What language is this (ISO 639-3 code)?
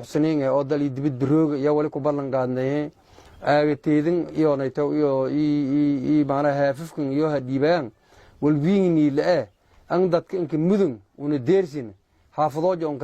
som